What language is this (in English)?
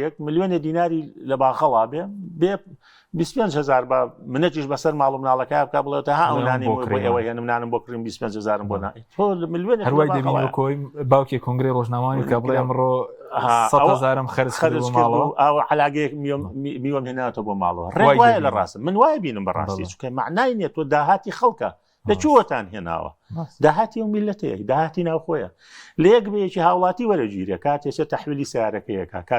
Central Kurdish